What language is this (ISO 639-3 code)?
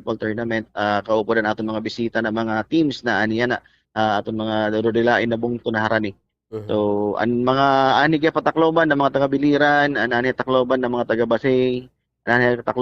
war